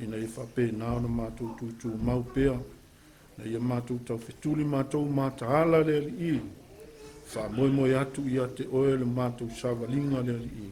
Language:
Samoan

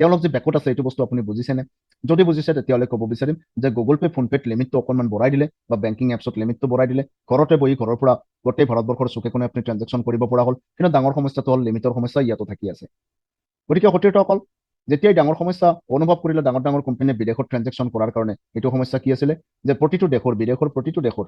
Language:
Assamese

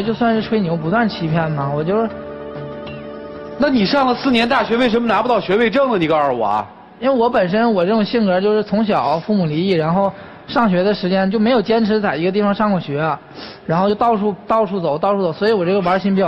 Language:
Chinese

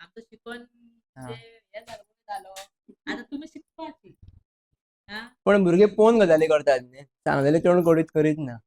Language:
Konkani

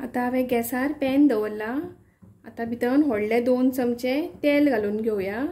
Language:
Konkani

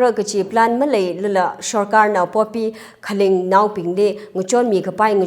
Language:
Tangkhul Naga (India)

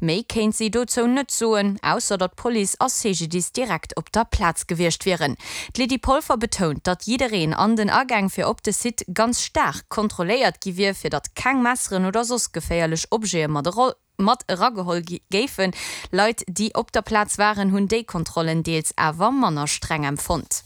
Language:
Luxembourgish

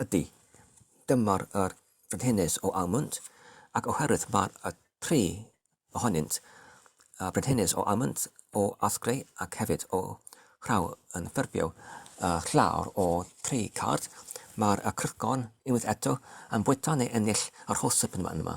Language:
Welsh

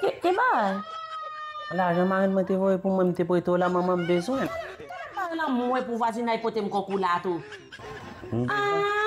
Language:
Haitian Creole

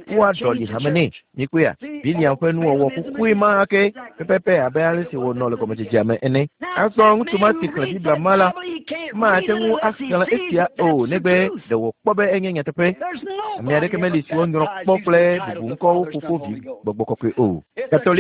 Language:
Ewe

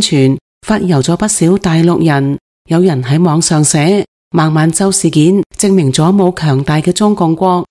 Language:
Cantonese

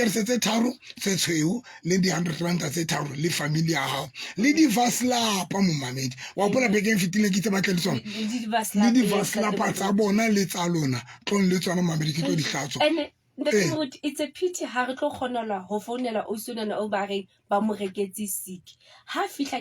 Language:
Southern Sotho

